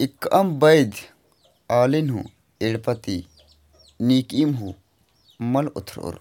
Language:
Kurukh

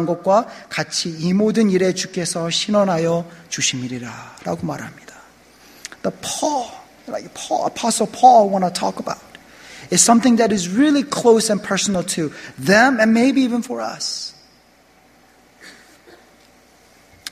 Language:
Korean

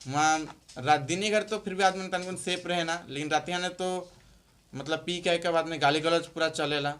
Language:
Sadri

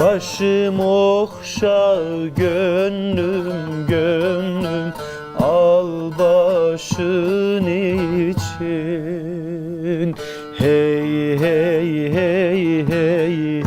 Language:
Zaza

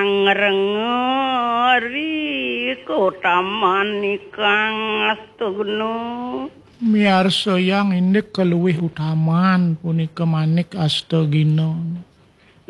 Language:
Balinese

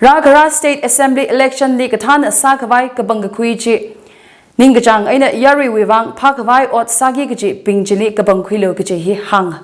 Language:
Tangkhul Naga (India)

